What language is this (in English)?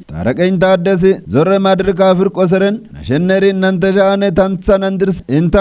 Kafa